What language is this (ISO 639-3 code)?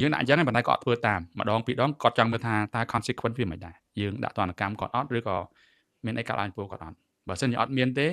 khm